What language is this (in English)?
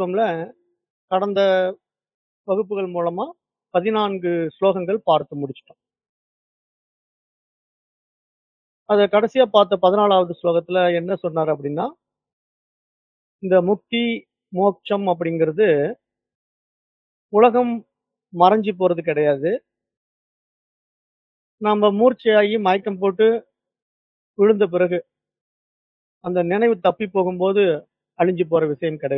Tamil